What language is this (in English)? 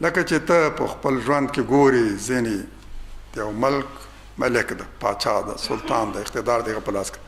Pashto